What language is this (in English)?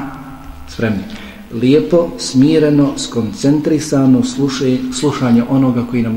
Bosnian